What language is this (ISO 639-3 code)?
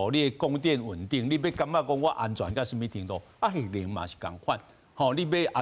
nan